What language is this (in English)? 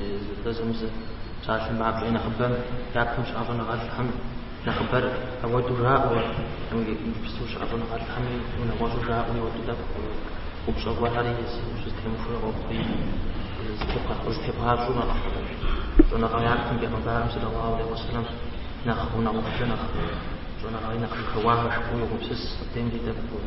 Kabardian